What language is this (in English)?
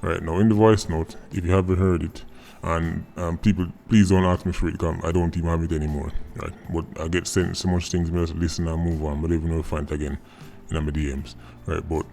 Jamaican Creole English